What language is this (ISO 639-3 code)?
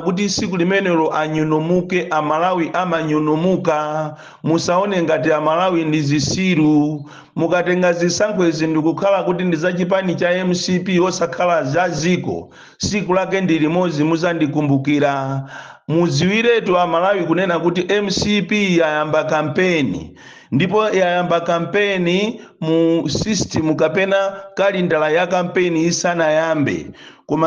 nya